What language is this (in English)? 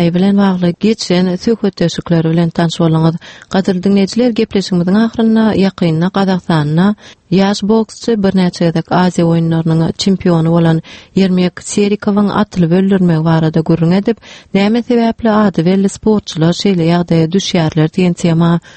Turkmen